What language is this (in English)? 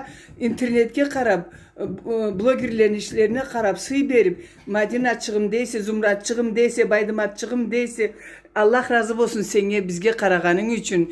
Karachay-Balkar